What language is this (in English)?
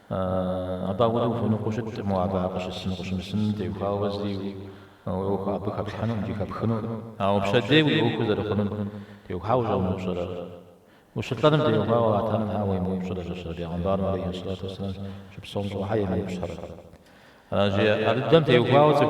Kabardian